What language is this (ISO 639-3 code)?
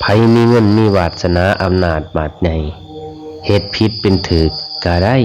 lao